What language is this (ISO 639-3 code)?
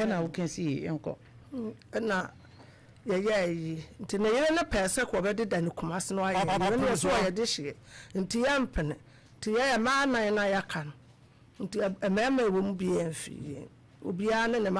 aka